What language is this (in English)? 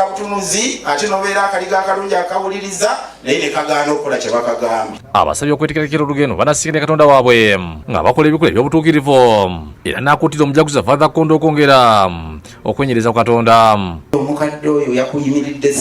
Ganda